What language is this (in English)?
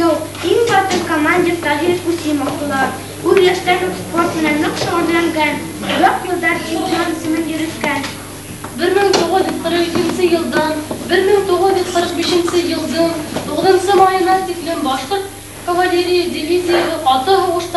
Bashkir